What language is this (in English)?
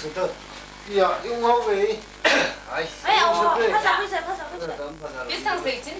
Tangkhul Naga (India)